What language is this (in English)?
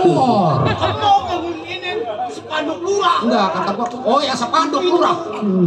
Betawi